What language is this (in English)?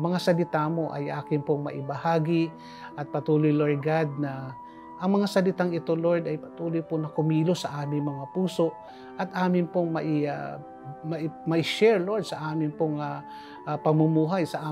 Filipino